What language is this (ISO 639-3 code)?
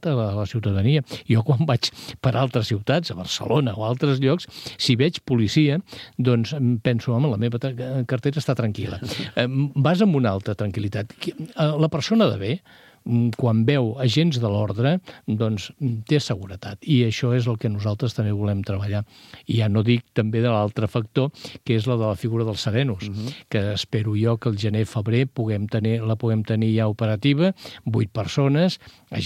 cat